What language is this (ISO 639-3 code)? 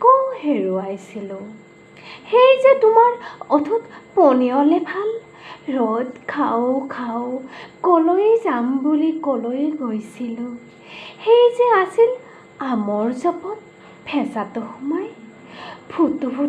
asm